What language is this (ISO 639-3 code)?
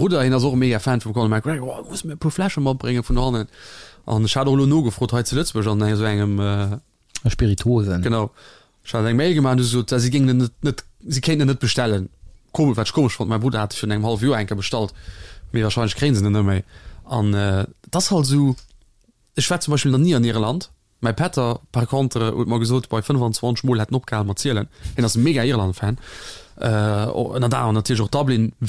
ltz